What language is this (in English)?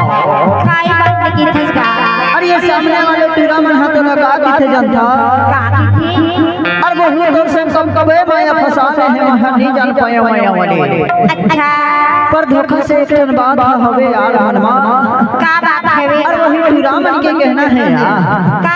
Chhattisgarhi